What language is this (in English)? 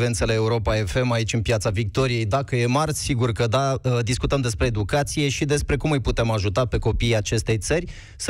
Romanian